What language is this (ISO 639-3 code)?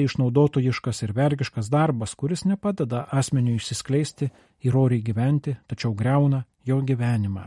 lit